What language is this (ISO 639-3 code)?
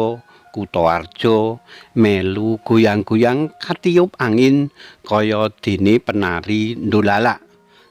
jav